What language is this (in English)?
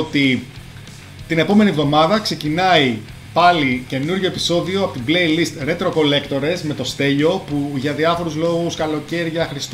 Greek